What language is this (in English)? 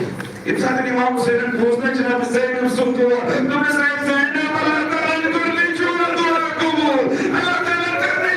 Kashmiri